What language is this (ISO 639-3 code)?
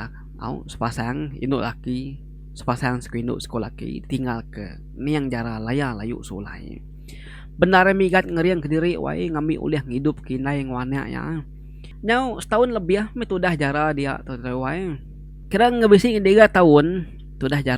iba